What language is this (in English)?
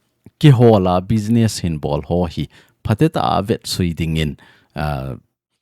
Thado Chin